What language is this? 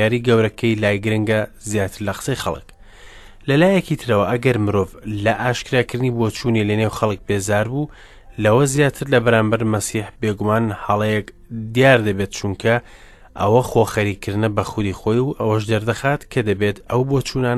Central Kurdish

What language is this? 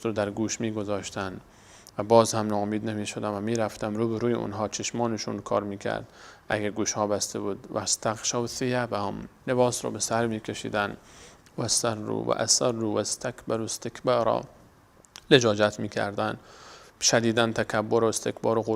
Persian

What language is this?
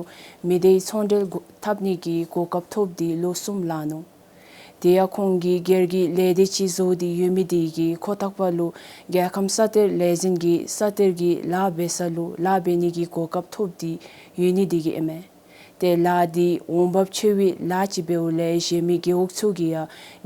Dzongkha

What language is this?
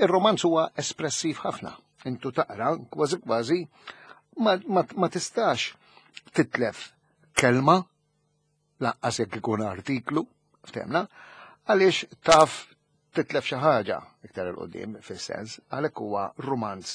Maltese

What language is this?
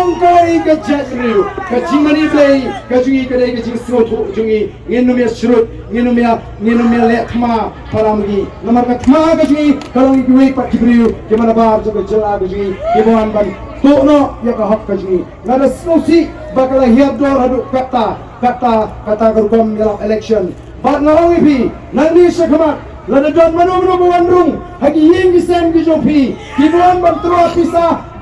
Khasi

